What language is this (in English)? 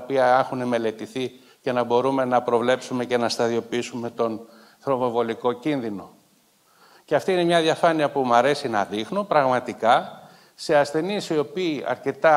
Greek